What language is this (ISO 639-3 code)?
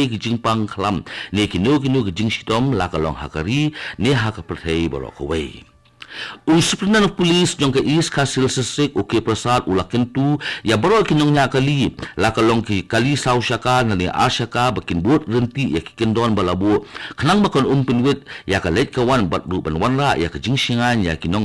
kha